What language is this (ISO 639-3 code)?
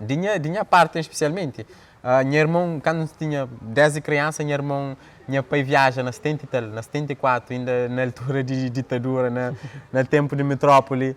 kea